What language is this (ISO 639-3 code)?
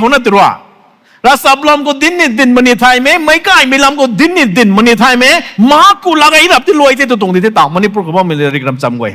nbu